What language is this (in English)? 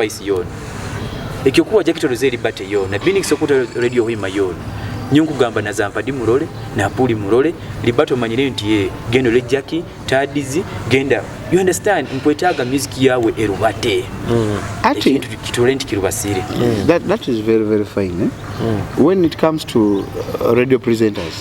Nyoro